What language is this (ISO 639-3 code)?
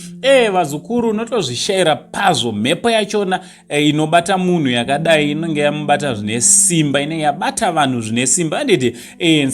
sna